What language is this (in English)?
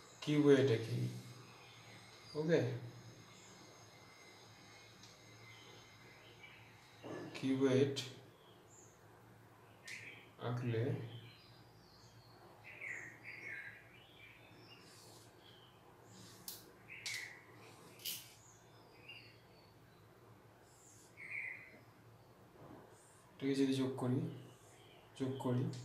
Bangla